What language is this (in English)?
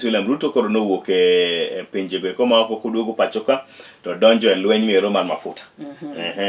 Luo (Kenya and Tanzania)